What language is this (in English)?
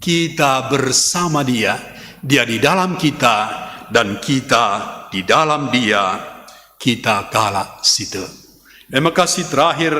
Batak Karo